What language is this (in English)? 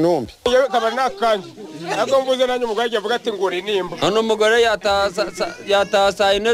Kinyarwanda